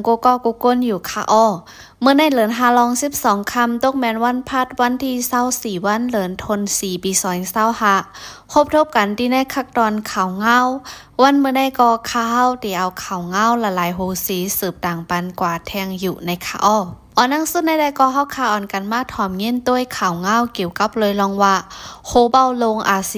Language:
Shan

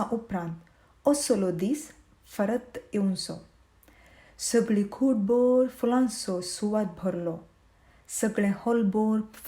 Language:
Konkani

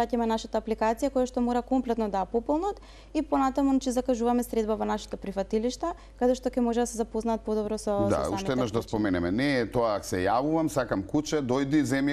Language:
Macedonian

